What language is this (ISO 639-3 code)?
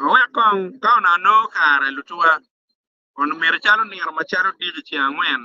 ach